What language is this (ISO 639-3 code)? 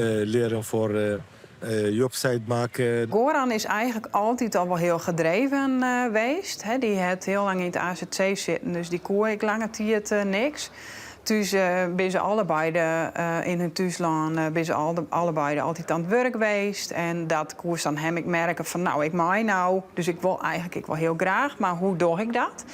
fry